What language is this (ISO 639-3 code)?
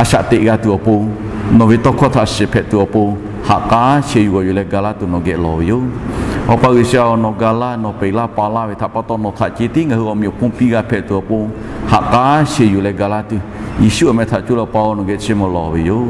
lhu